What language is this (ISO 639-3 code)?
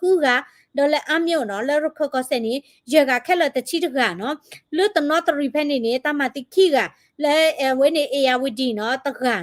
ksw